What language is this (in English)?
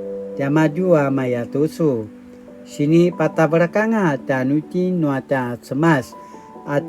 Paiwan